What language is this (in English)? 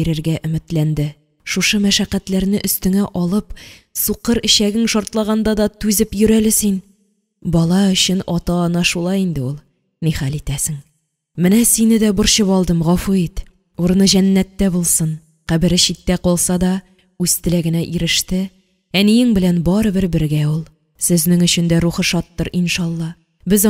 Tatar